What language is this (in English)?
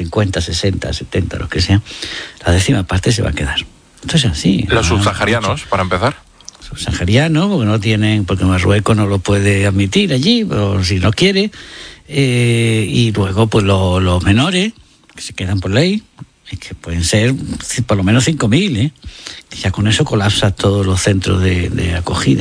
Spanish